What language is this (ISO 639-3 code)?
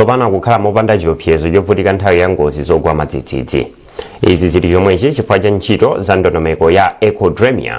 nya